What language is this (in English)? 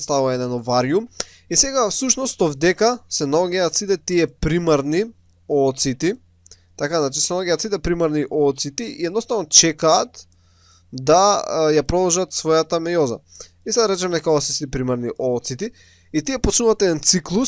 Macedonian